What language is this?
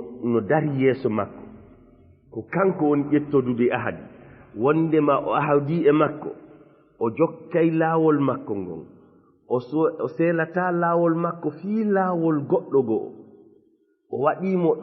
Fula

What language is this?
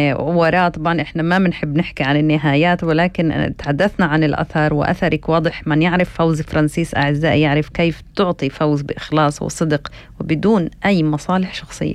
North Levantine Arabic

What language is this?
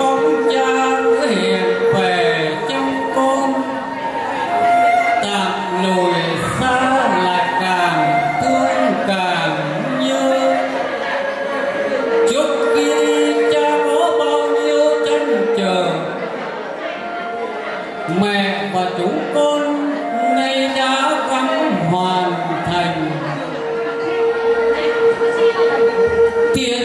Vietnamese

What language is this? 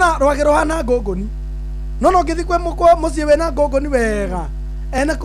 Kikuyu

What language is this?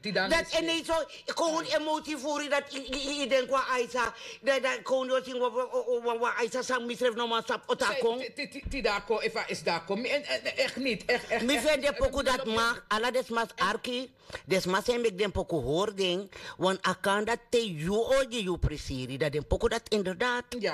Sranan Tongo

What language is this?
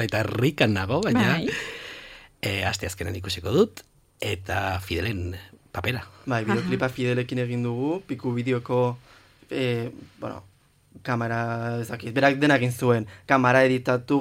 Basque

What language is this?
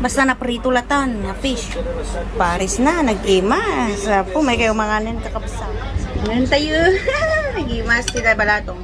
Iloko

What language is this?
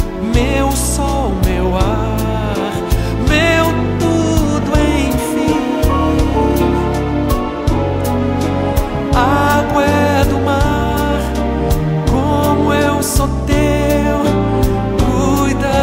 Portuguese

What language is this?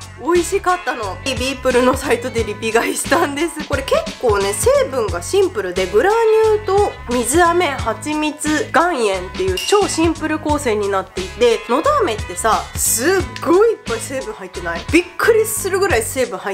Japanese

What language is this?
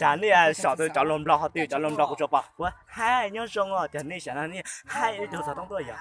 Hmong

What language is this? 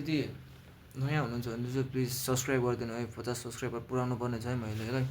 Nepali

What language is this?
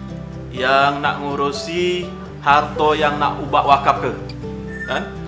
Musi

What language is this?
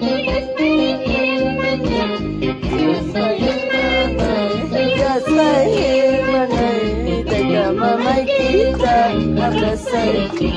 Ayacucho Quechua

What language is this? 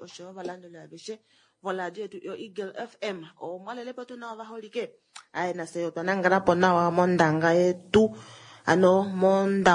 Kuanyama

